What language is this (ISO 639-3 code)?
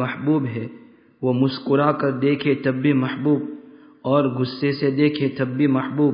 urd